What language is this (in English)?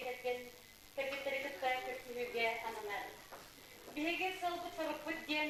Yakut